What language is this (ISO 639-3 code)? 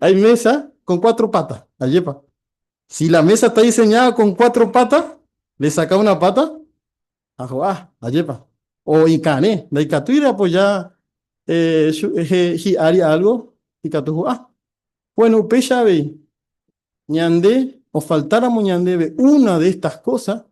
grn